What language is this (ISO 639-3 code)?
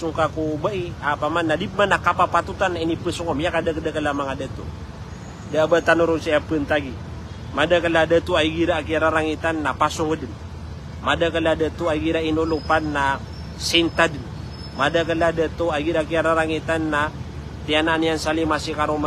mrw